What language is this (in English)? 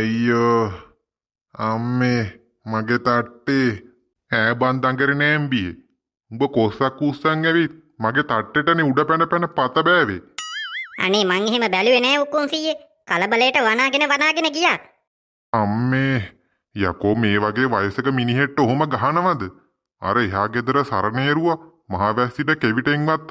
Sinhala